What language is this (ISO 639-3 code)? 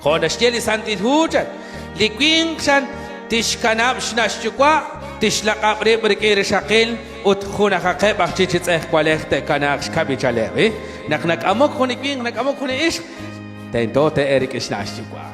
kek